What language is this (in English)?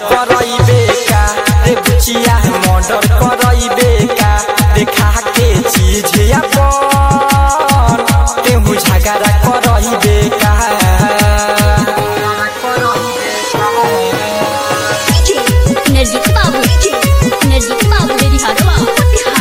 Bhojpuri